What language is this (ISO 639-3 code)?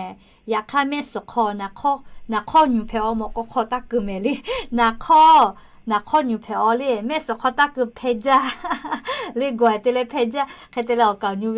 lhu